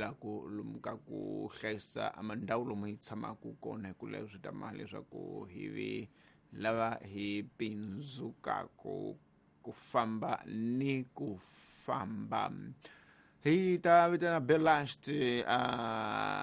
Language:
Tsonga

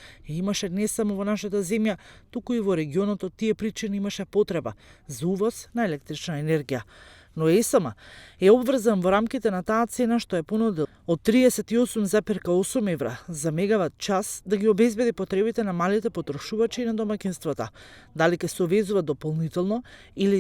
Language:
Macedonian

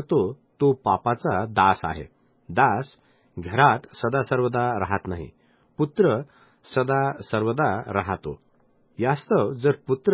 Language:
Marathi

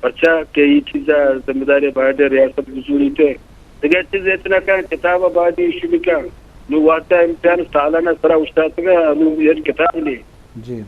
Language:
Eastern Balochi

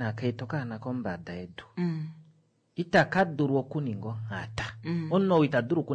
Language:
Kuanyama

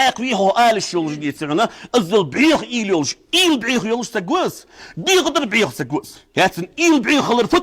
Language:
Ingush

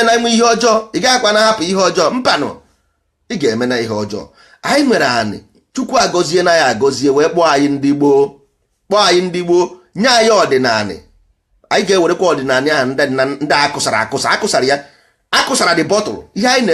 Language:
Igbo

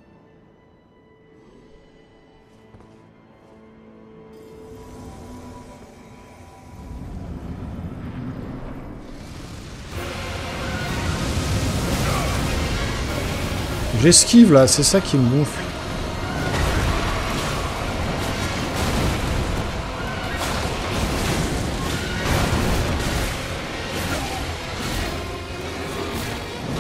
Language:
French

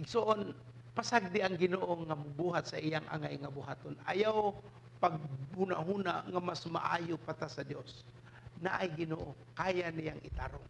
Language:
Cebuano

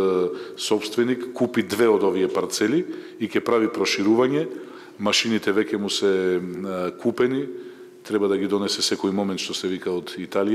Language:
Macedonian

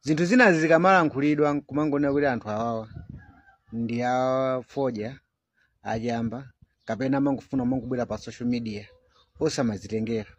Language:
Nyanja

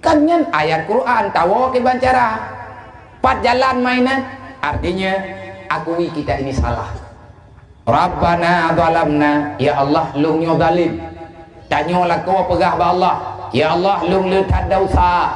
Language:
Achinese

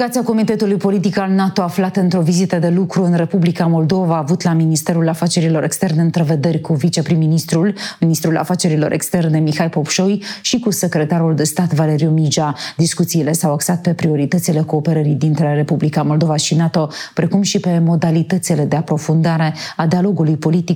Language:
Romanian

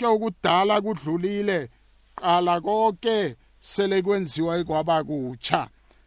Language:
South Ndebele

